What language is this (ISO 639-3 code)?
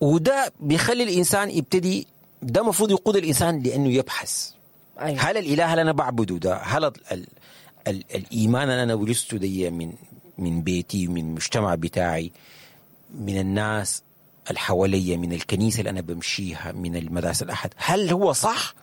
apd